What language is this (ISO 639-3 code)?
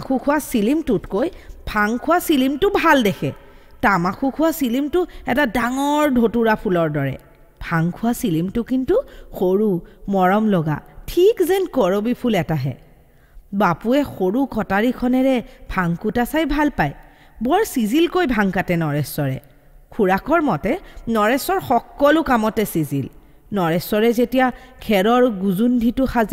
asm